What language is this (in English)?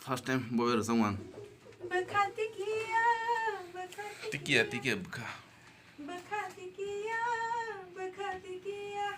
Kok Borok